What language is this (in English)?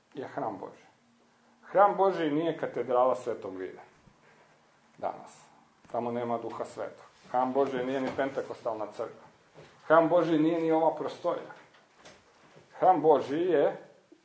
Croatian